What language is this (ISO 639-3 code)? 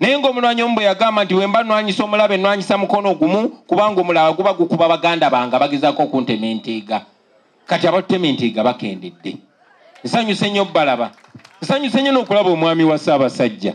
lug